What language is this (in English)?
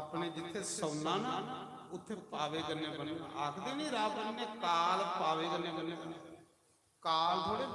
Dogri